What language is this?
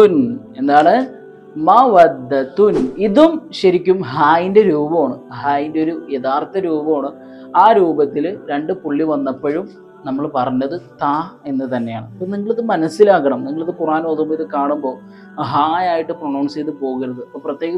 Malayalam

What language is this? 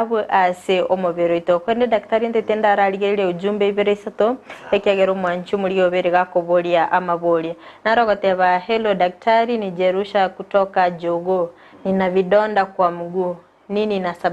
Gusii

